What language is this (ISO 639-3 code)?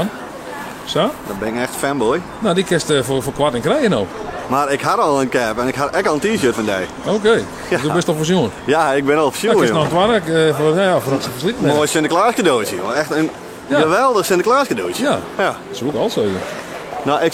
fry